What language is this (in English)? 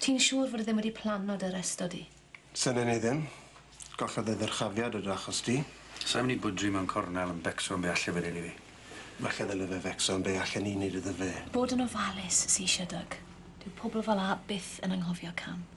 Welsh